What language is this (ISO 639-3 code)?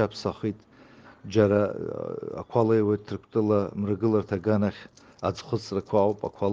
abk